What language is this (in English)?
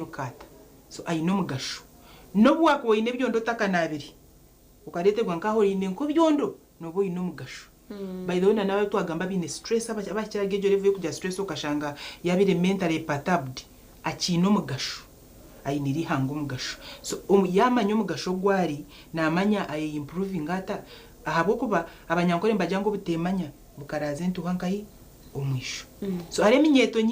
Nyankole